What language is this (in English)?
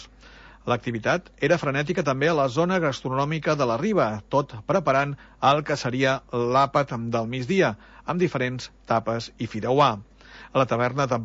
Catalan